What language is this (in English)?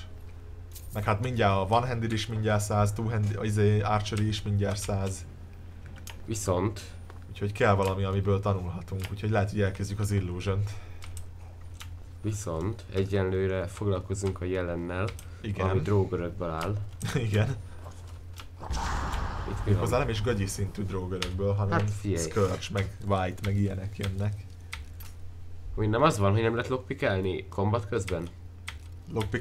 Hungarian